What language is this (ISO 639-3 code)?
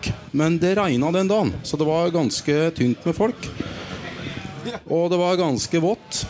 nor